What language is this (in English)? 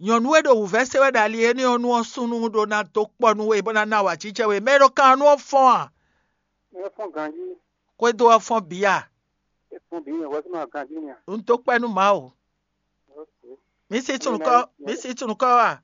Fon